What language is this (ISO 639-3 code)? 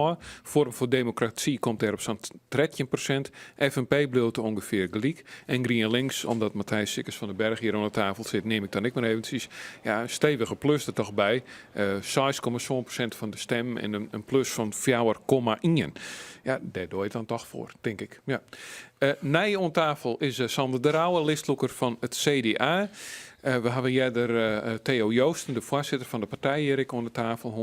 fry